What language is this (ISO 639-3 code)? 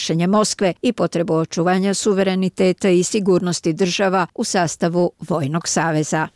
bos